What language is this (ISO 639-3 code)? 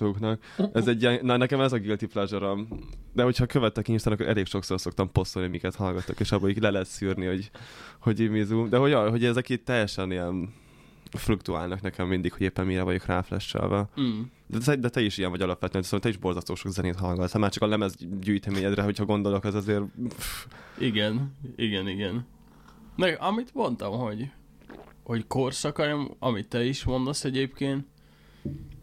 hun